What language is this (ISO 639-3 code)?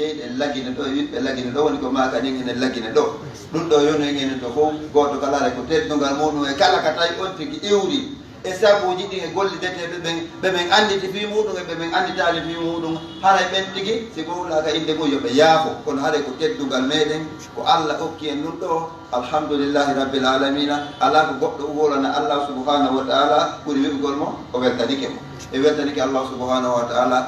fuf